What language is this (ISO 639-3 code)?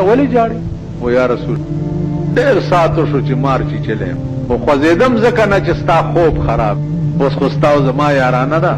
pus